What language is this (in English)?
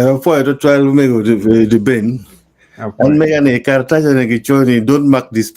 Acoli